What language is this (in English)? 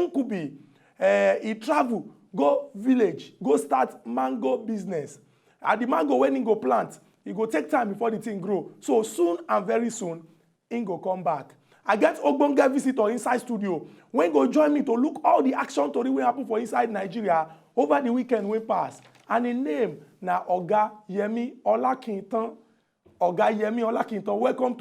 Nigerian Pidgin